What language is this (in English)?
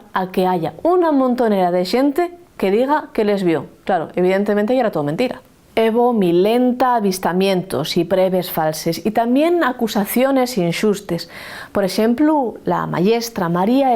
Asturian